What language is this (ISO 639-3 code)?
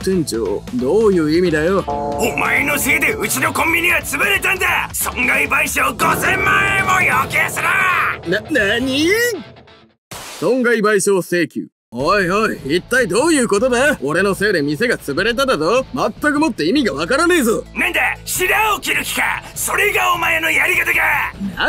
jpn